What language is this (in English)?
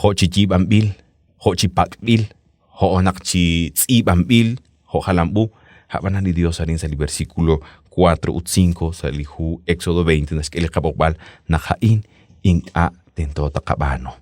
Kekchí